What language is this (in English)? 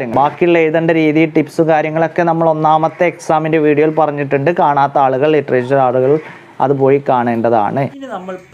Malayalam